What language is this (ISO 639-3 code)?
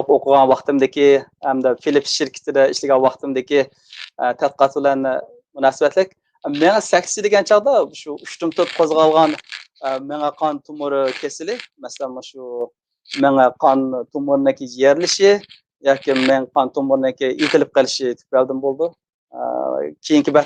uig